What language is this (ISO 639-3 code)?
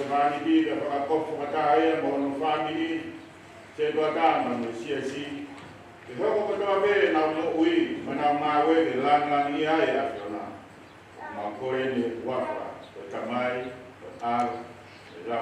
ton